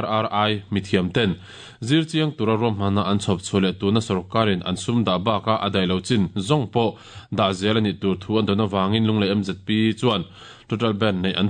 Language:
Mizo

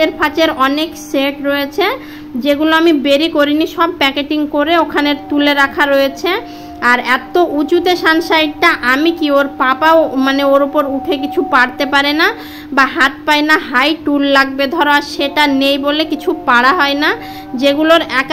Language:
Bangla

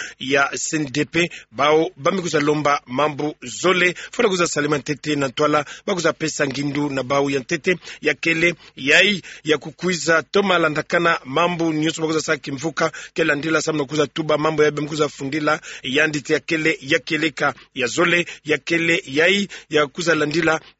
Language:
Kituba (Democratic Republic of Congo)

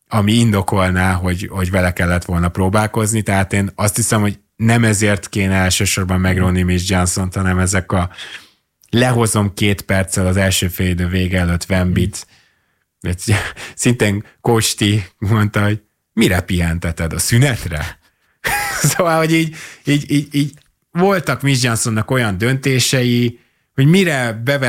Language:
Hungarian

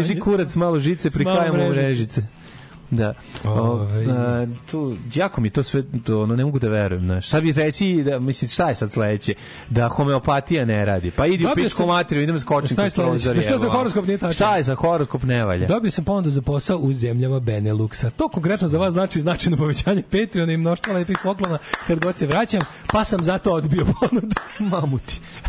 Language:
Serbian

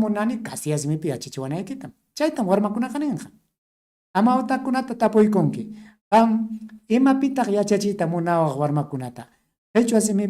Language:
Ayacucho Quechua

